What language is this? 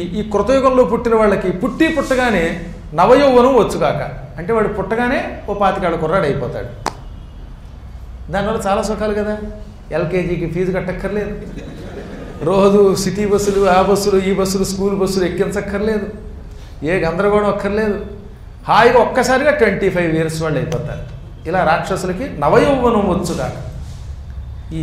Telugu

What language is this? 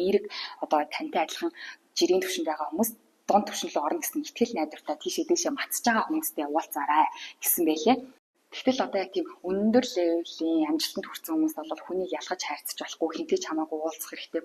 Mongolian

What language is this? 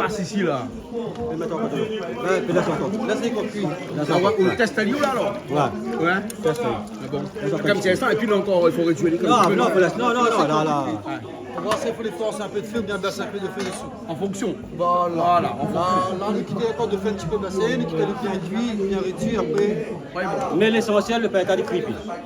Réunion Creole French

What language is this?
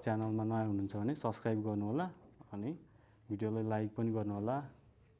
Nepali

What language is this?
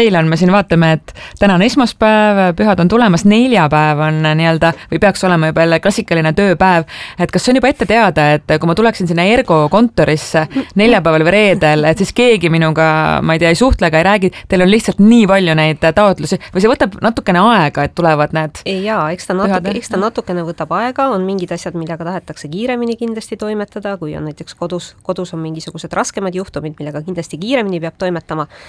Estonian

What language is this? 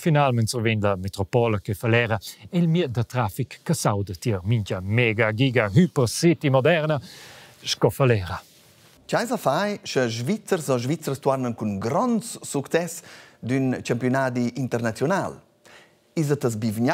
Romansh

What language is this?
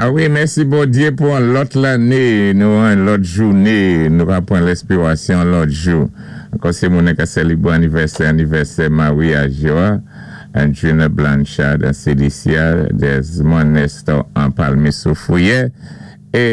Saint Lucian Creole French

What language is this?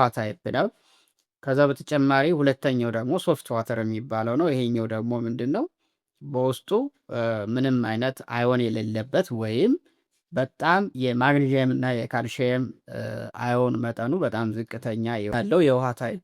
Amharic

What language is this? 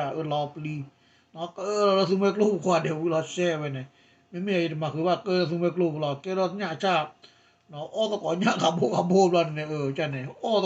S'gaw Karen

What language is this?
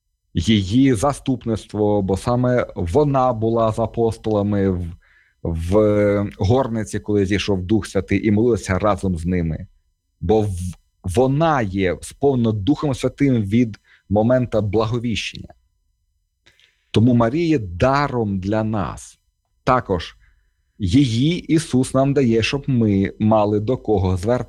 Ukrainian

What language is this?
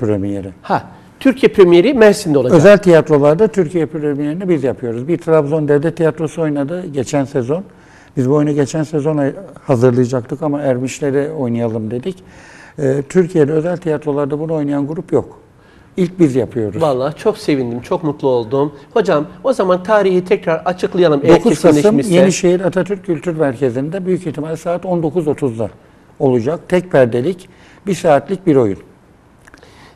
Turkish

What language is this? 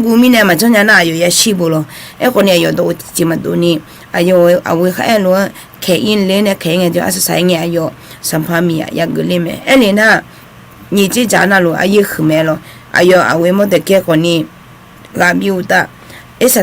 Akha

